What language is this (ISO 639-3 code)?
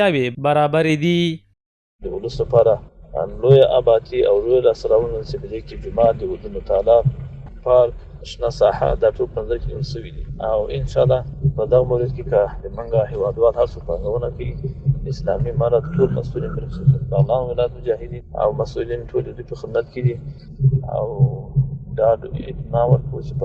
pus